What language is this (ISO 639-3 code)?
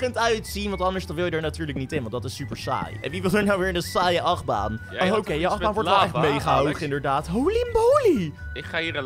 nld